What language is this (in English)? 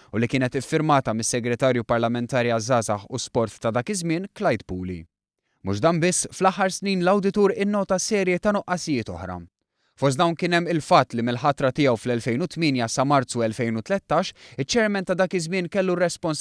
Maltese